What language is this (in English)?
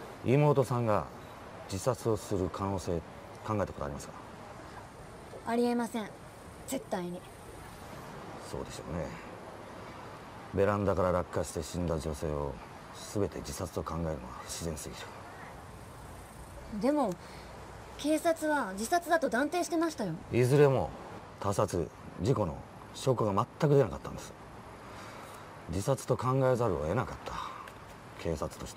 Japanese